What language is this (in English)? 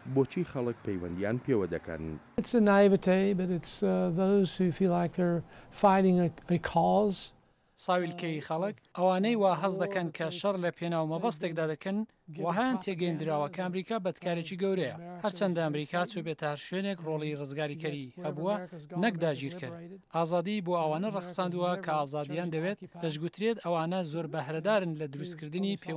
Central Kurdish